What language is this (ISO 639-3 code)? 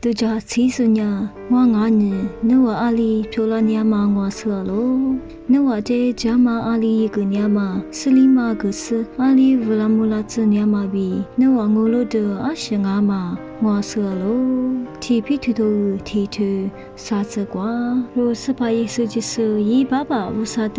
lis